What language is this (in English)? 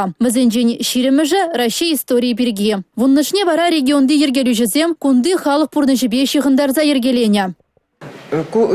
Chuvash